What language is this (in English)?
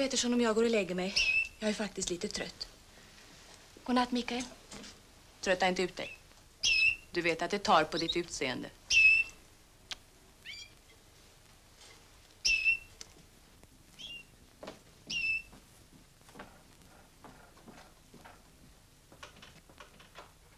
Swedish